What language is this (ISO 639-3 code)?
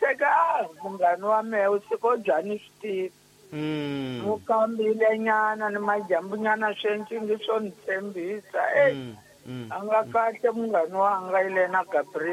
tso